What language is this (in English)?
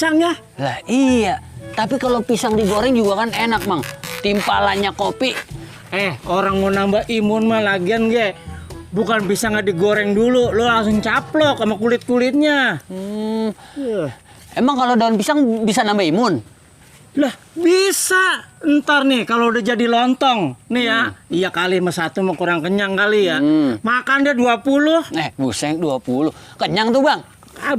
Betawi